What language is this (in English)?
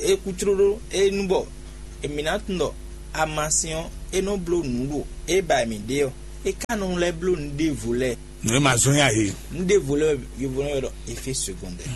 Fon